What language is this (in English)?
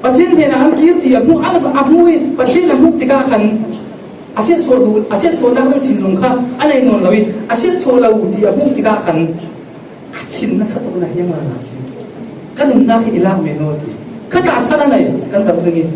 Falam Chin